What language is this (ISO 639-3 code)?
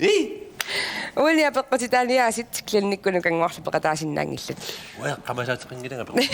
kal